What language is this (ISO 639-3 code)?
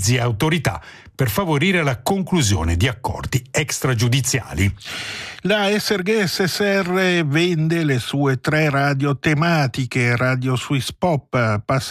ita